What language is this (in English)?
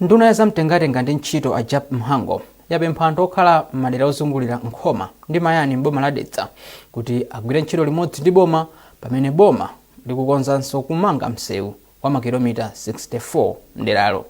Nyanja